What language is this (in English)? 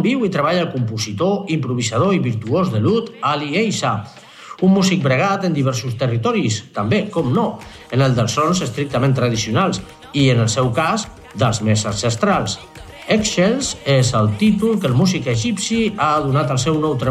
Catalan